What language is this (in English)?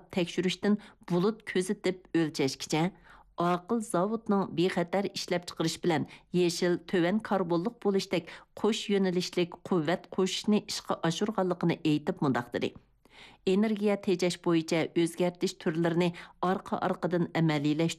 Uyghur